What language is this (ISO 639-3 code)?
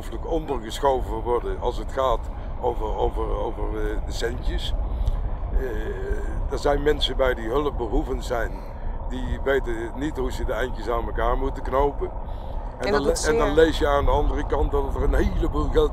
nld